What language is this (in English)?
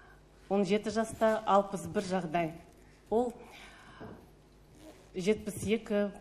Kazakh